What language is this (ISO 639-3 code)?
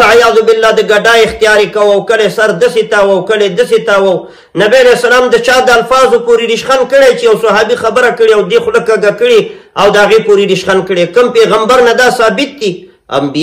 pus